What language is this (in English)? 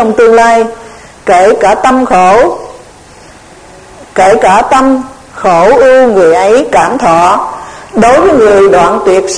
Vietnamese